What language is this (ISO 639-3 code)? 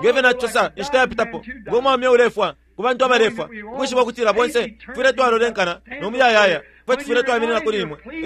bem